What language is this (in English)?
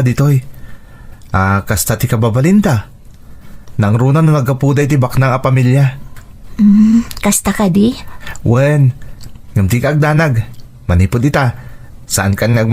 Iloko